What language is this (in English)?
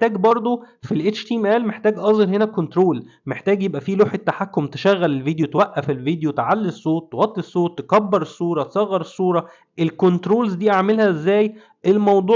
Egyptian Arabic